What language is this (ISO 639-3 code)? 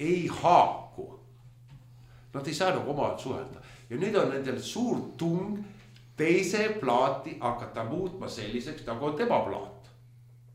est